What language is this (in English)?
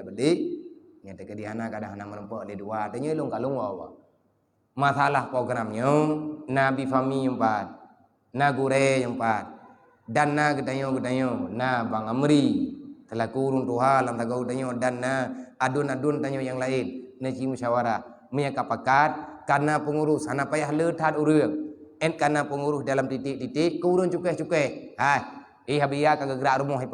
Achinese